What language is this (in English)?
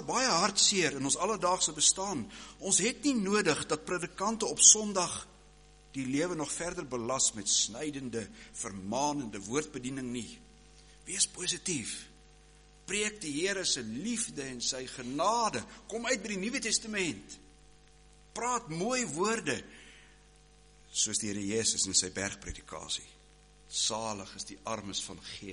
Afrikaans